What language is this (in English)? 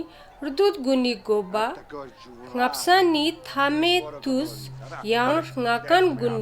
Ladakhi